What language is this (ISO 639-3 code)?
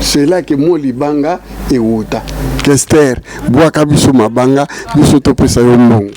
lin